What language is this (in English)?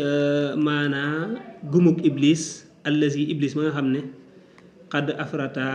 Wolof